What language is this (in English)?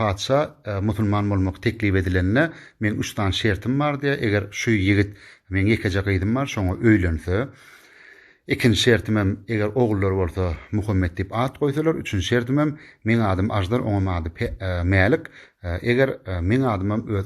Turkmen